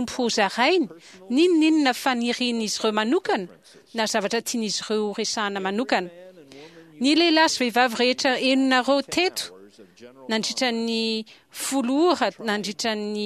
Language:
Malagasy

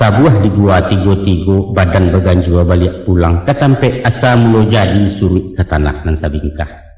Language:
Minangkabau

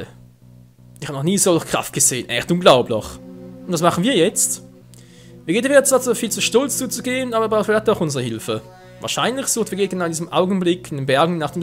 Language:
Swiss German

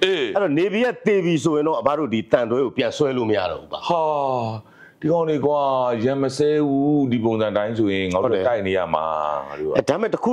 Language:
Burmese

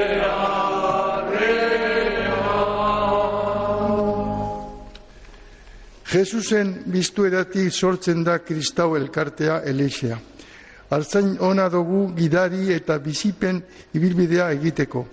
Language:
Basque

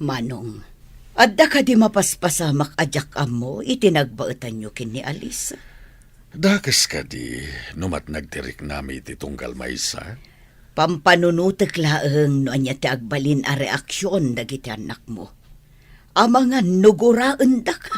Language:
Iloko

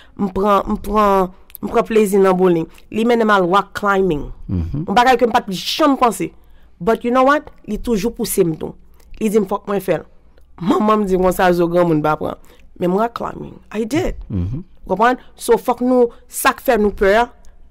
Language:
Haitian Creole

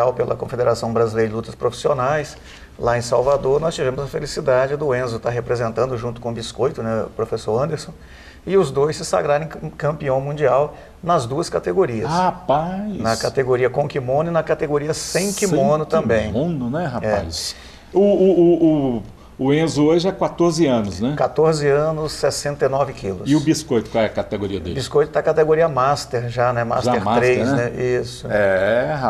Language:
Portuguese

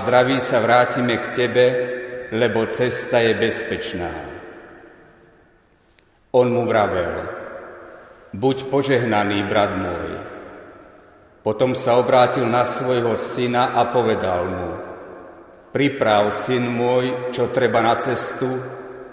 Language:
Slovak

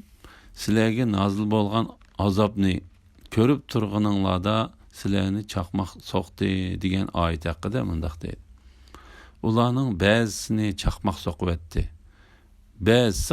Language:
Uyghur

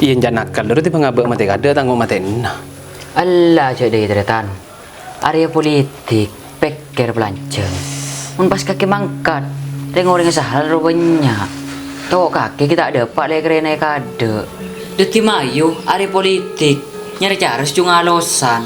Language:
Madurese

